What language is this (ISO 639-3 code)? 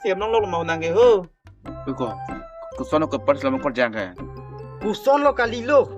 mjw